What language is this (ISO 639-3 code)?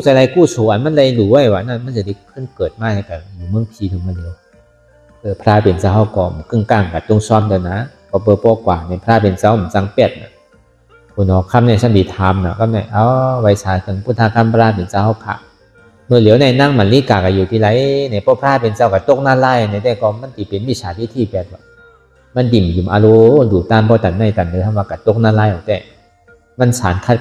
shn